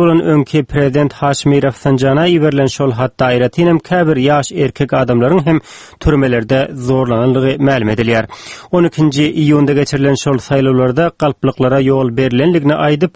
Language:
Turkmen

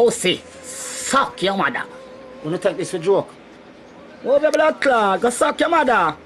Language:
Jamaican Creole English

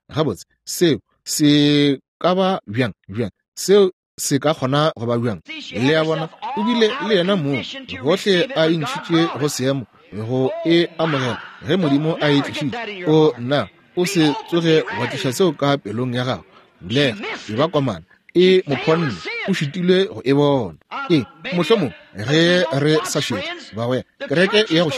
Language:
Northern Sotho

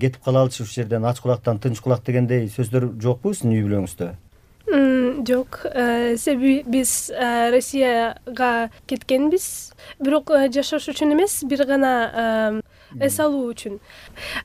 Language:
Kyrgyz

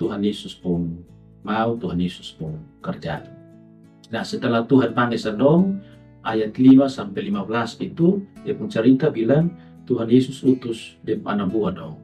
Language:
Kupang Malay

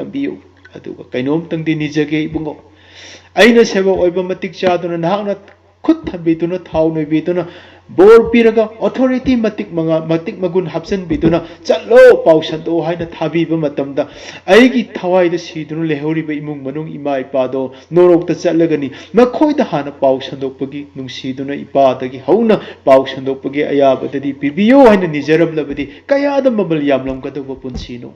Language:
Manipuri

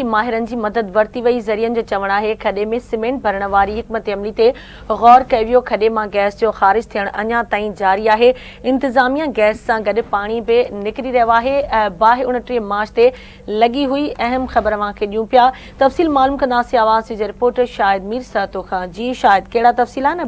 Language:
Sindhi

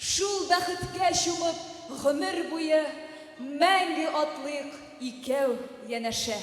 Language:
Tatar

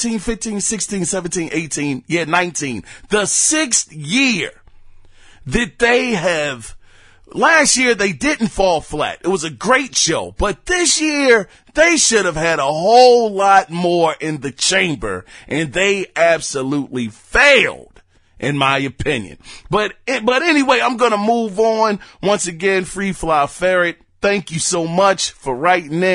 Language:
English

